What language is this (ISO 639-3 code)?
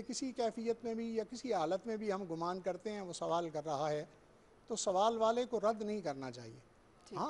urd